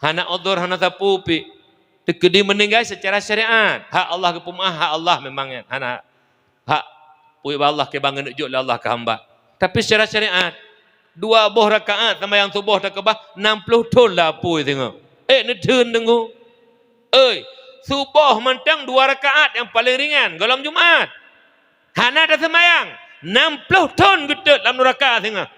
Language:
Achinese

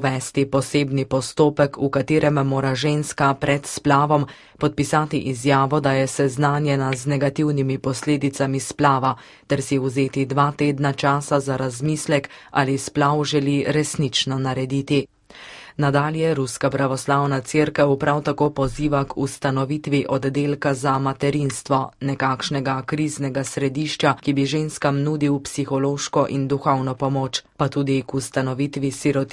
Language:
Slovenian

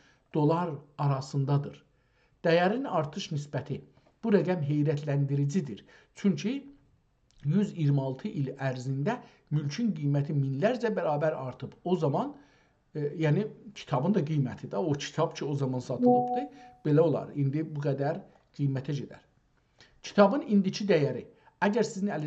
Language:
South Azerbaijani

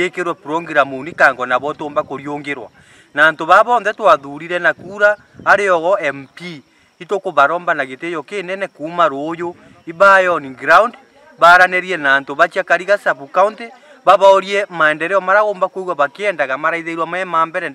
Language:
Meru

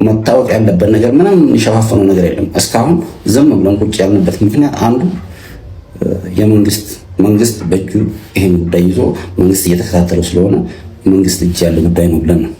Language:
Amharic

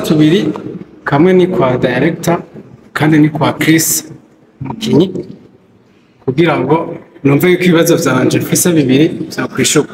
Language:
Rundi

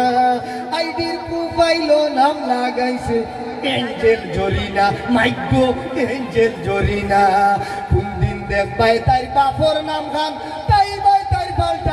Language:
Sylheti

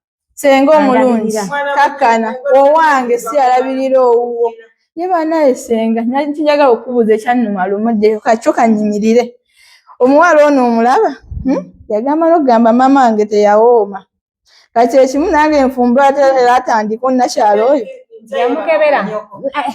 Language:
Ganda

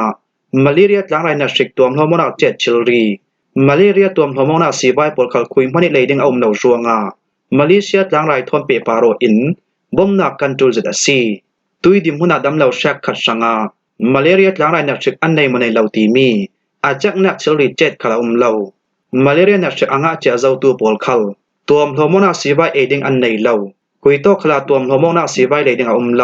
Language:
Falam Chin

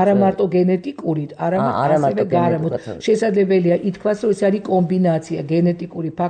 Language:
Georgian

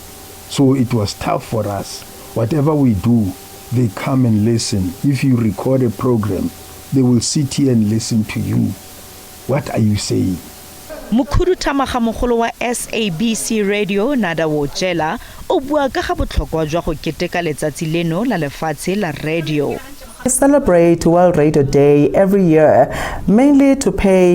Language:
Tswana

